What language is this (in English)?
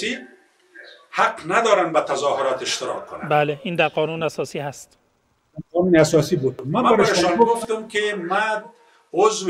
Persian